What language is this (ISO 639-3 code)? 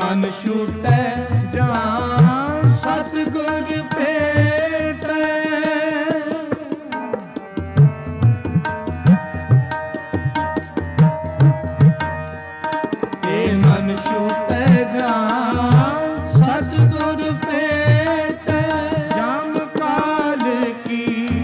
hin